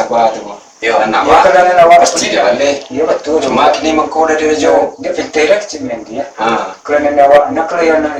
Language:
Minangkabau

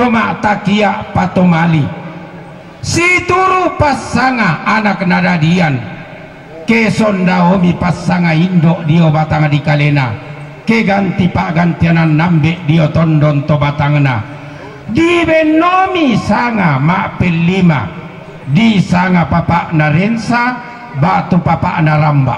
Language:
Toraja-Sa'dan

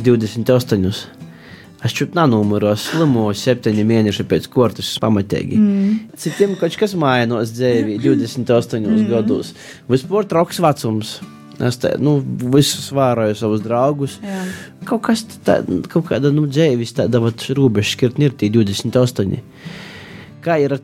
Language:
Latvian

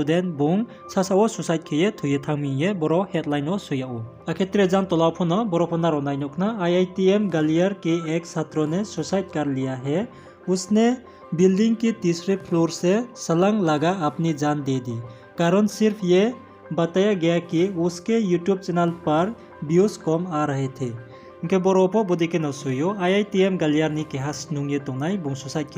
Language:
Riang (India)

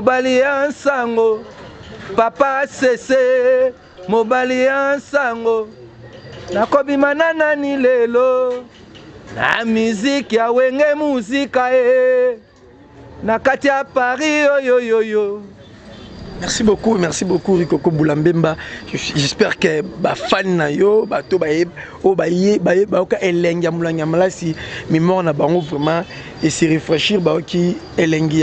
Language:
Lingala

